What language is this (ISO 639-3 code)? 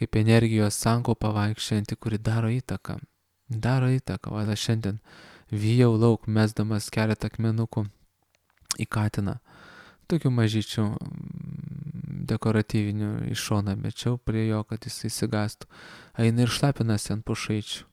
lit